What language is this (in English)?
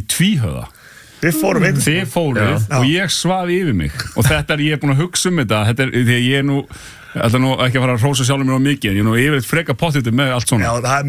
Icelandic